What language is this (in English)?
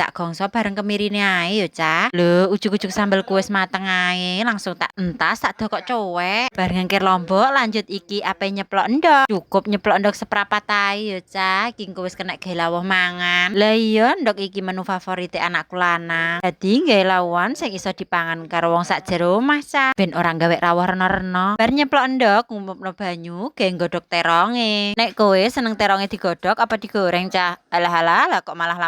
Javanese